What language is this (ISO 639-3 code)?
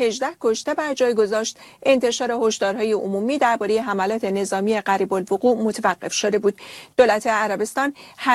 fas